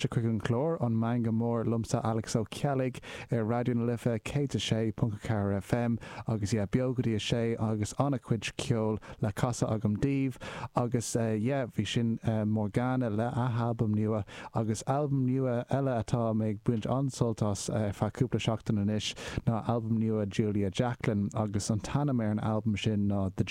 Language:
Irish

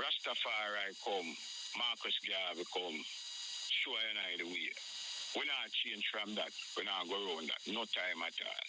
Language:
Jamaican Creole English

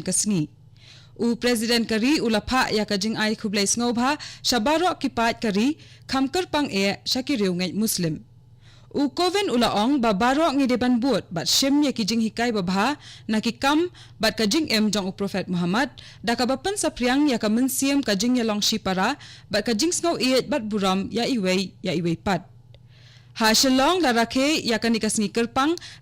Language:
Khasi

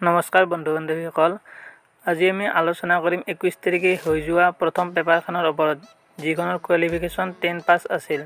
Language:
Assamese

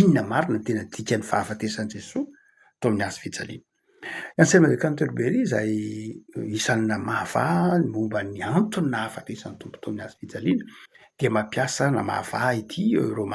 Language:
Malagasy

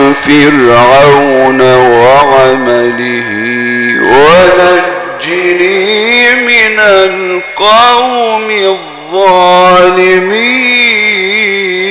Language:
Arabic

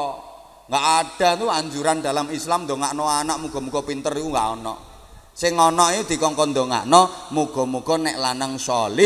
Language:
Javanese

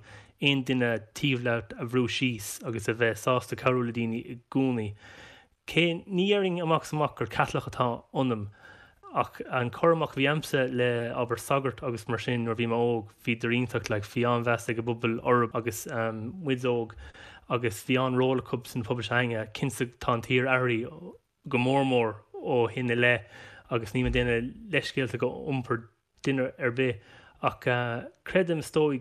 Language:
Irish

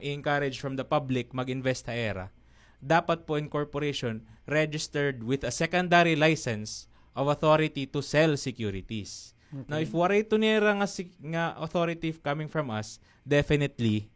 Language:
Waray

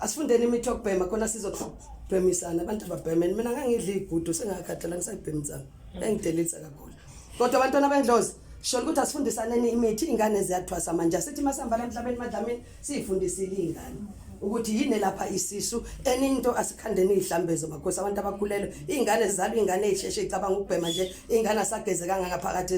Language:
Zulu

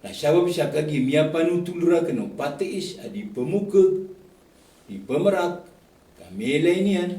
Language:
Maranao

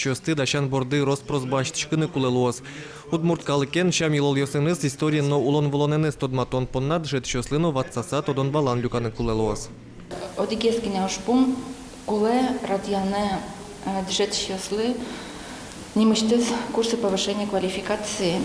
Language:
Udmurt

